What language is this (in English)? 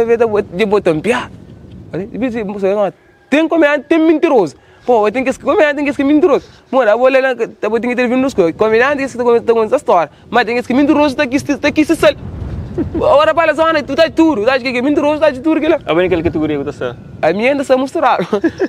Kabuverdianu